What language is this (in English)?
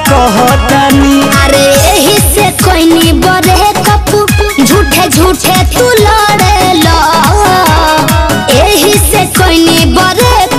Bhojpuri